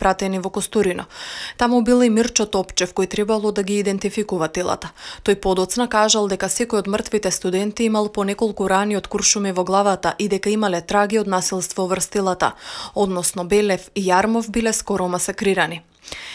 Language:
Macedonian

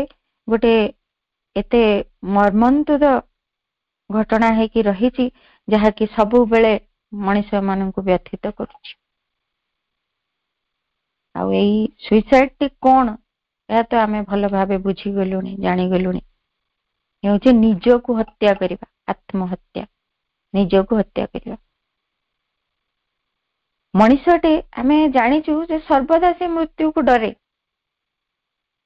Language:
Odia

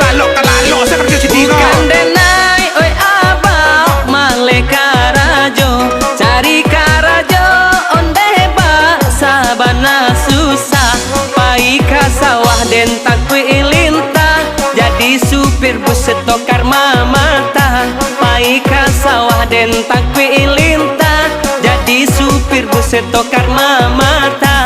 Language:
Minangkabau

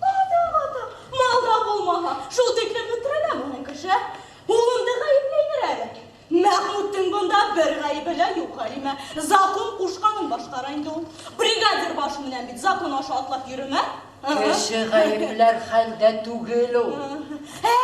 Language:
Bashkir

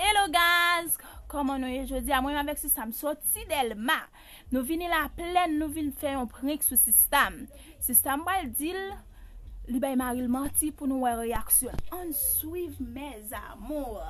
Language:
Haitian Creole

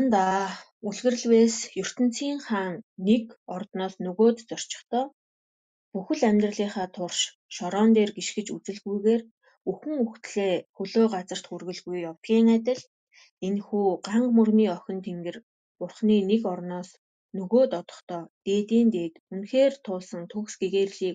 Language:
Mongolian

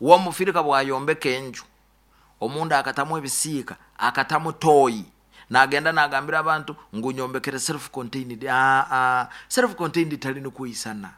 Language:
Nyoro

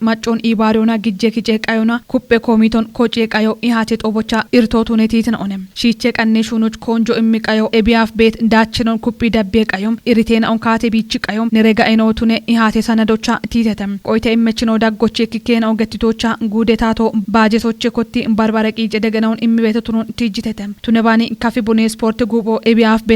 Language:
Kafa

